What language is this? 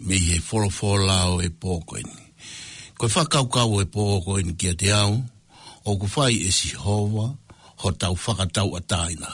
Tongan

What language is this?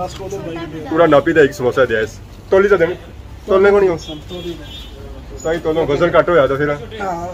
Pahari-Potwari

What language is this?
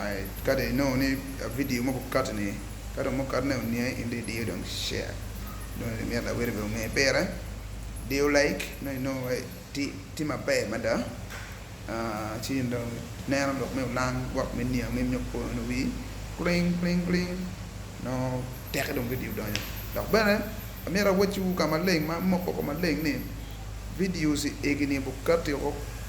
Acoli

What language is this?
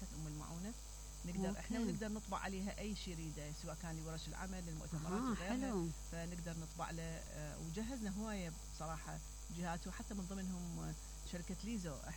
Mesopotamian Arabic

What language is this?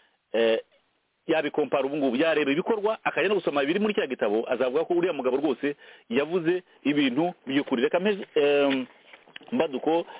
Kinyarwanda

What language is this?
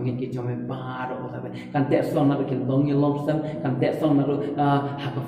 Khasi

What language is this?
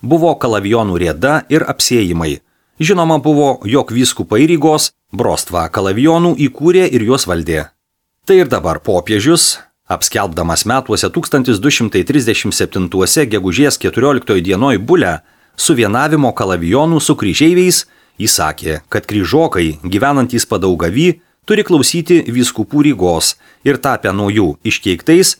Lithuanian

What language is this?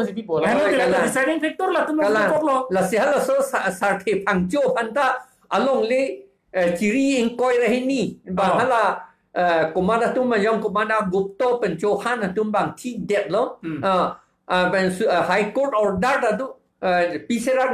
Karbi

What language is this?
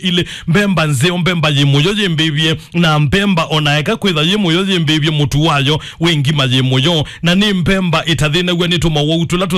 Kamba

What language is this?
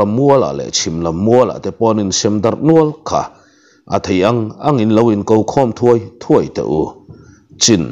Mizo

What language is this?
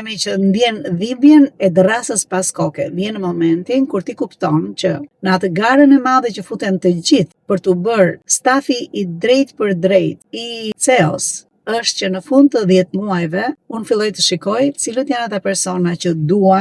Albanian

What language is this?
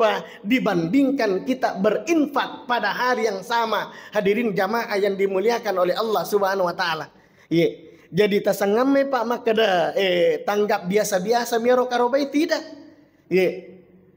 Buginese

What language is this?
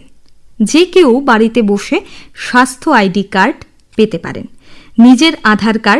Bangla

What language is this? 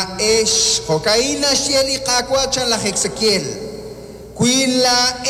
Kekchí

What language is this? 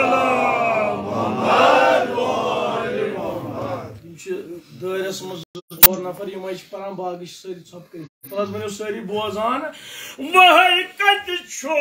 Kashmiri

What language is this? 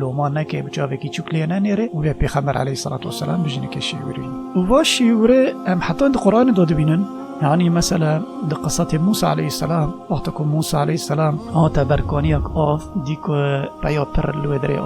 Kurdish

